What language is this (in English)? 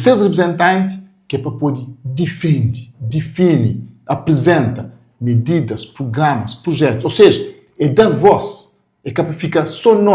Kabuverdianu